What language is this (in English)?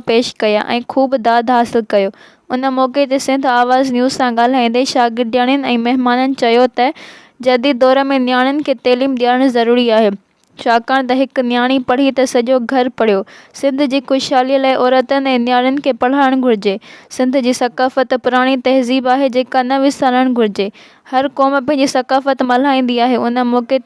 Sindhi